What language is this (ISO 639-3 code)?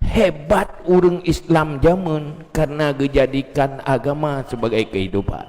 ace